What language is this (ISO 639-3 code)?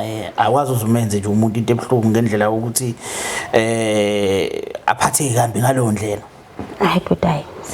zul